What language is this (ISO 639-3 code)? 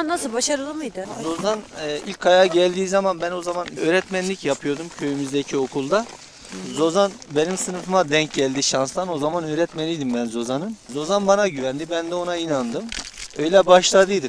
tur